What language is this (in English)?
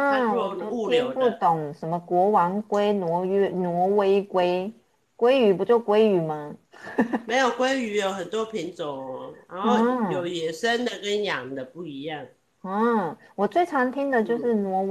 Chinese